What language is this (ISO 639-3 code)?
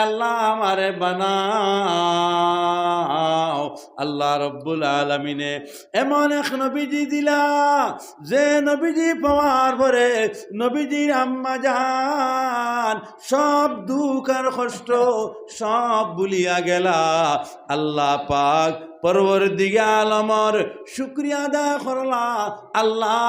syl